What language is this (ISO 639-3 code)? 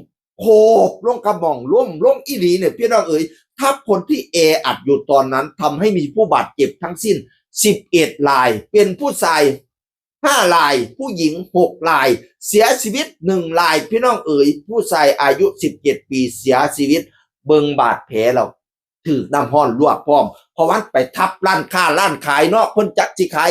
tts